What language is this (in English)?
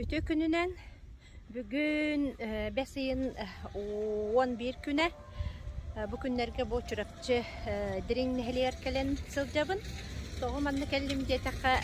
Yakut